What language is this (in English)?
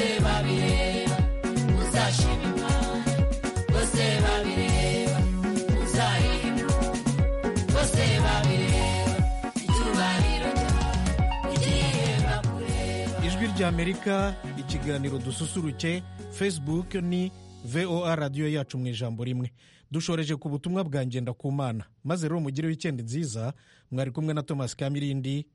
Kinyarwanda